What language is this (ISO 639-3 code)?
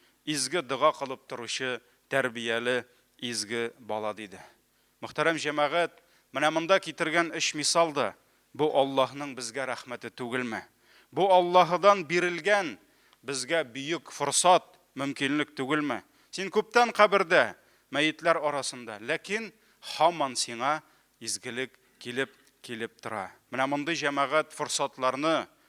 tat